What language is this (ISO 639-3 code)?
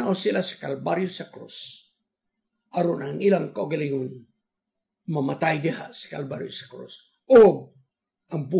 ceb